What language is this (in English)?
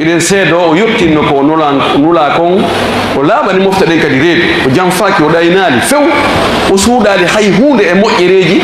Fula